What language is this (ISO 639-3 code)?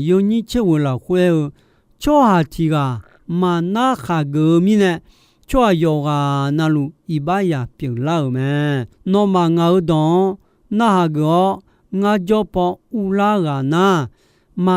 ahk